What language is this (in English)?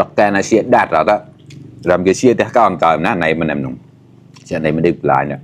Mon